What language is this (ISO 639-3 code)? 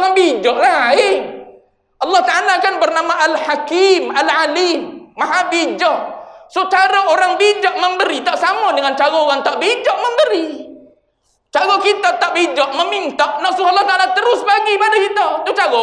msa